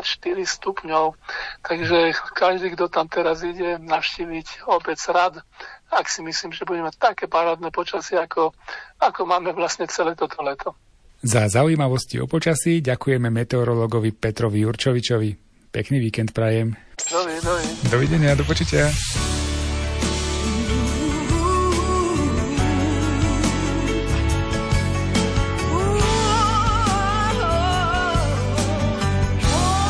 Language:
Slovak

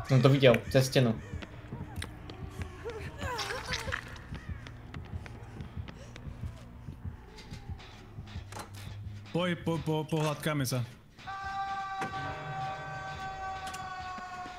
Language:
Slovak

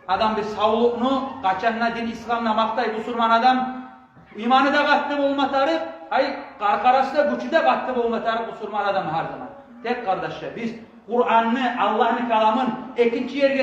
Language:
Kumyk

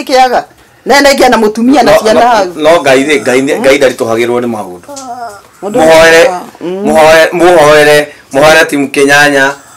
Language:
Kikuyu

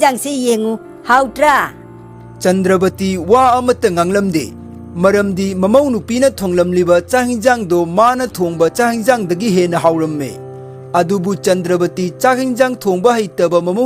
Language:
Manipuri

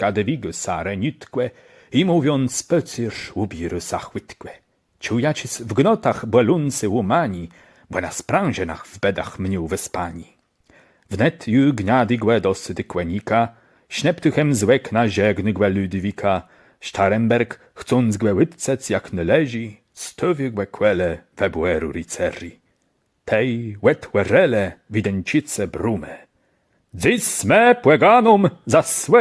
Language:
Kashubian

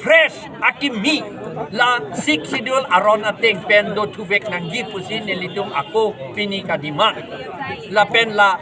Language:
Karbi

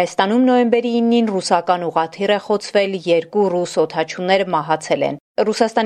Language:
Armenian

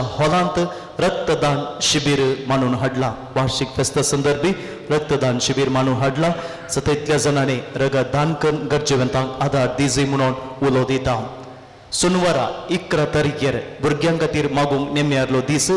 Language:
Konkani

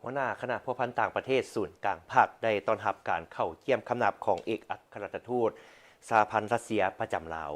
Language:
Lao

